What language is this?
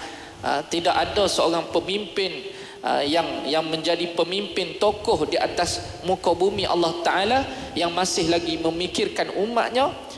Malay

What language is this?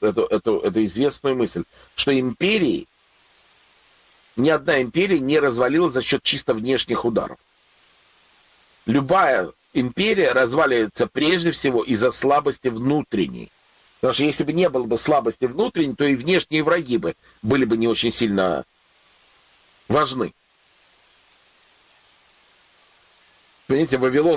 Russian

